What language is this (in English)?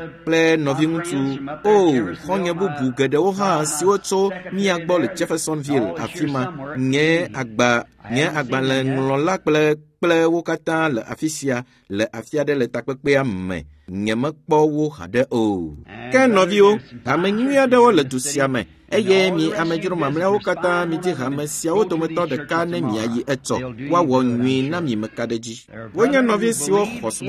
Ewe